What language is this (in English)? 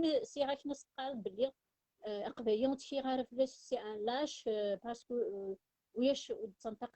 Kabyle